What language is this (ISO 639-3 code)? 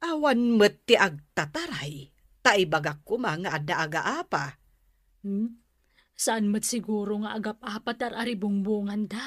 ilo